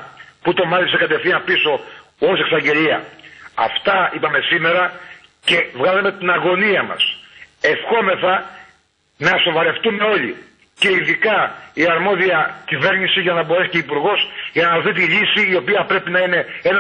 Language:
Greek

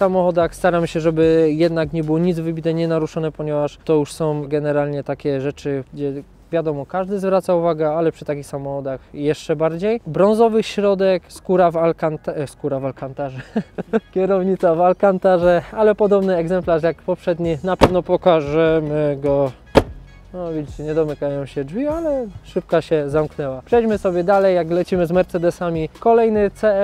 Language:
Polish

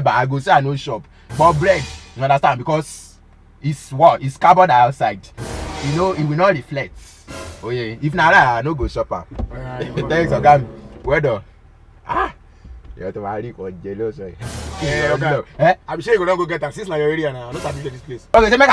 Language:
Nigerian Pidgin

